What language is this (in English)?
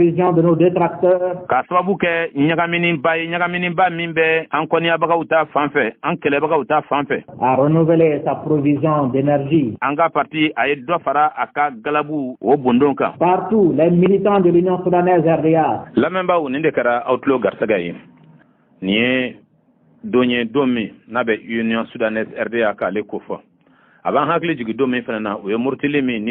Bambara